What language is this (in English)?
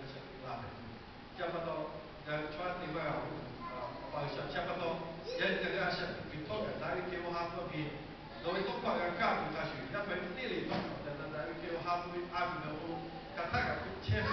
Lahu